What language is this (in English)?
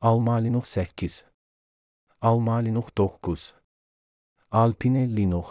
Azerbaijani